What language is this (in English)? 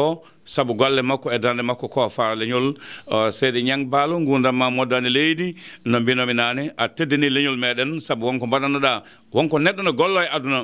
Fula